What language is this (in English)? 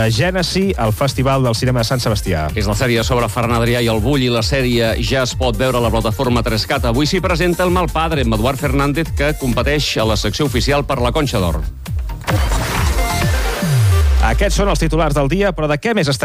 Catalan